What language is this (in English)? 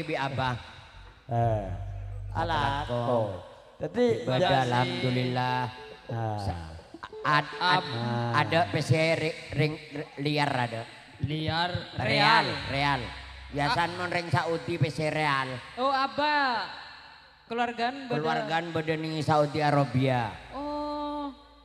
Madurese